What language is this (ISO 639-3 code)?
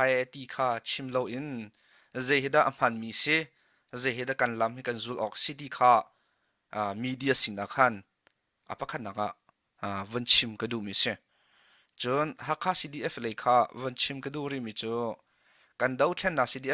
cnh